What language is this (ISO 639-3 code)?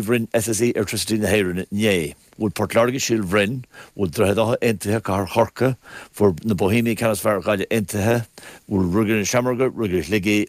gle